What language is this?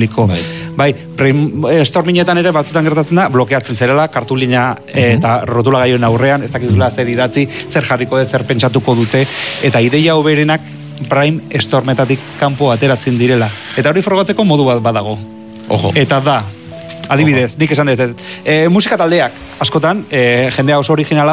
Basque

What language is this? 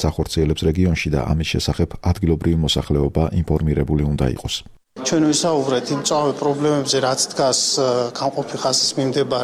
Georgian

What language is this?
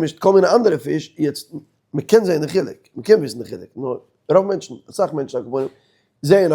Yiddish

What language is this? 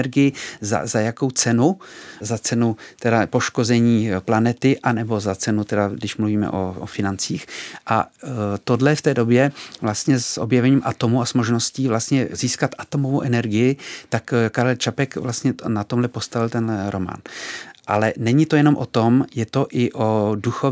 Czech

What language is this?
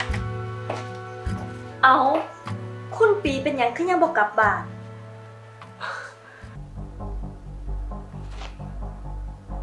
Thai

